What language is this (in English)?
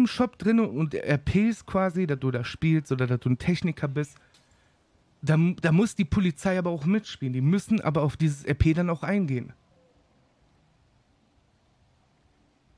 German